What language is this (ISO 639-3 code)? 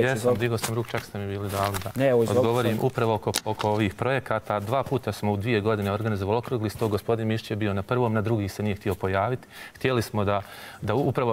bos